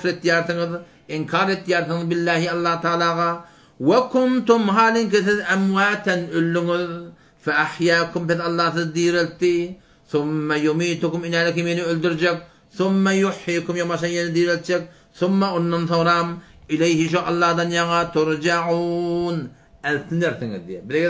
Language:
Turkmen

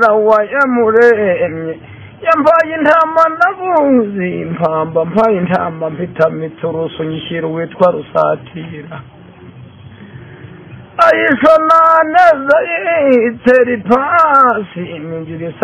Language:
Kinyarwanda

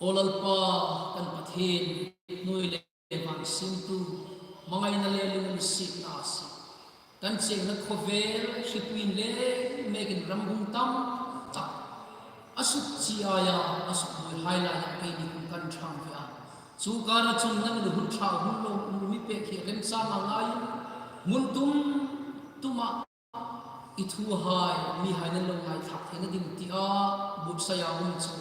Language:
Hmar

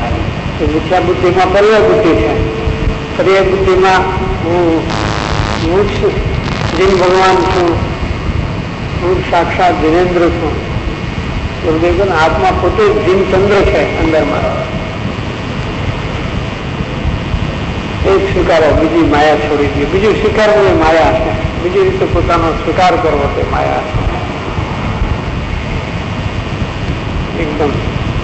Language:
Gujarati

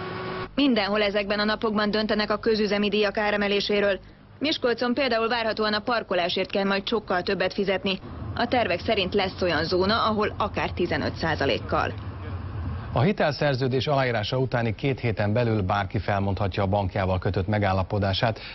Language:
Hungarian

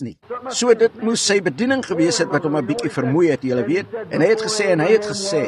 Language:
Afrikaans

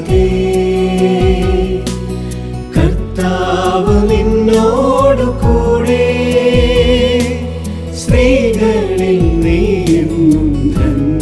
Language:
Malayalam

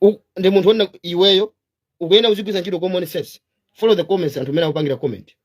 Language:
Nyanja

